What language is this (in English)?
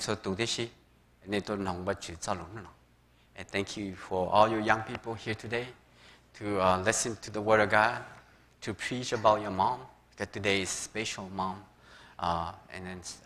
Hmong